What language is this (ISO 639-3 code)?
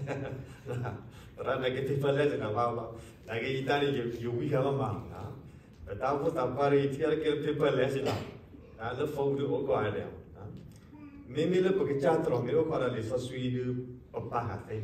ksw